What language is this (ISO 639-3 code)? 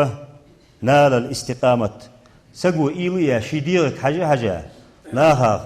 inh